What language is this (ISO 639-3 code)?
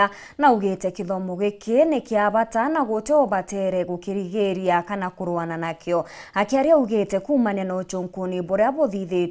mer